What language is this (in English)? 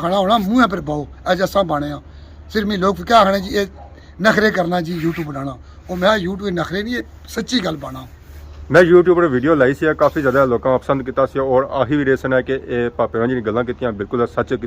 Pahari-Potwari